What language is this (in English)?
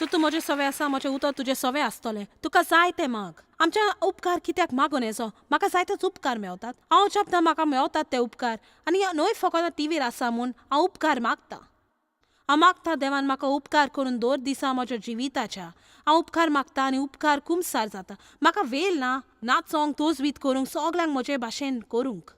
Konkani